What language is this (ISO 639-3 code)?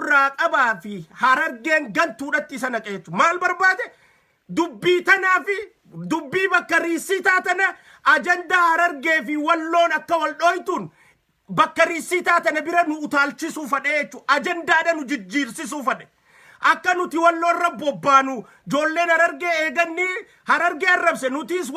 orm